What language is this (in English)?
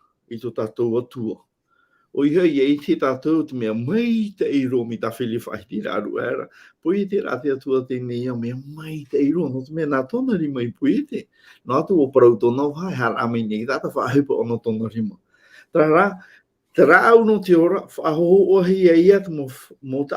Tahitian